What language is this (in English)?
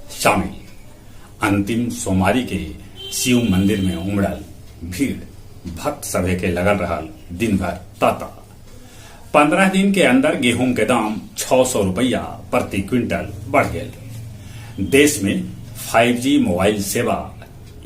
Magahi